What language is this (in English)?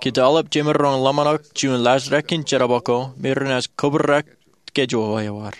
Marshallese